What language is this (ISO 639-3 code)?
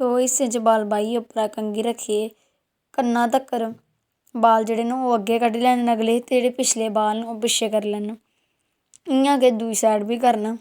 doi